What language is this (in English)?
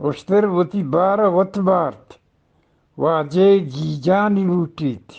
Eastern Balochi